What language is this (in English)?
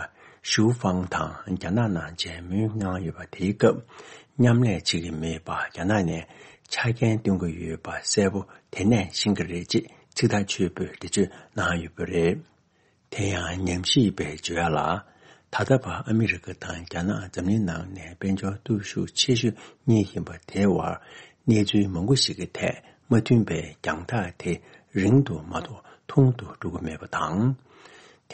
Tibetan